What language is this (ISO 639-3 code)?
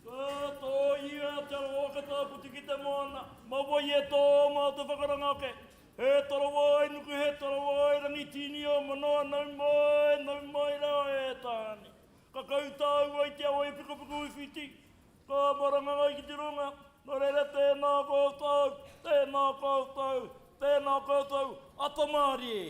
mri